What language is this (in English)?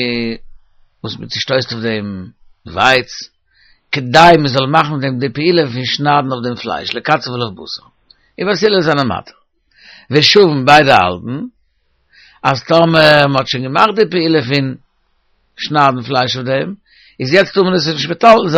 Yiddish